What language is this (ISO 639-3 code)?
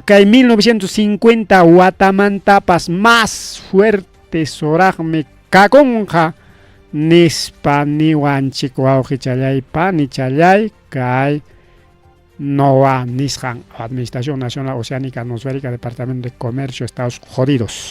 quy